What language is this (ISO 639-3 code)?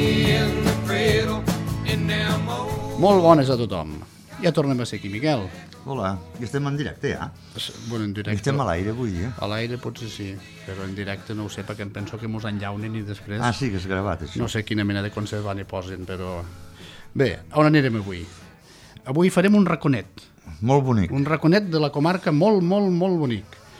cat